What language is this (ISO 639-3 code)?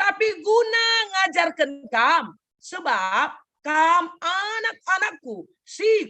btx